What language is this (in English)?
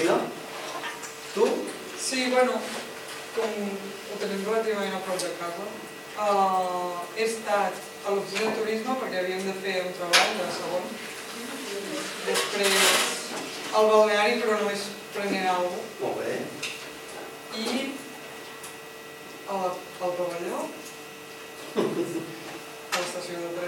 Catalan